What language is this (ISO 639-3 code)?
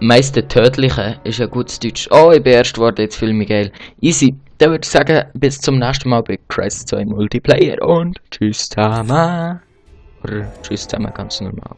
gsw